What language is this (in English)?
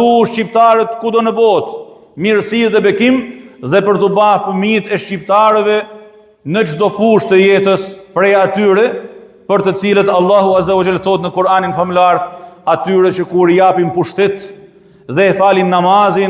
Albanian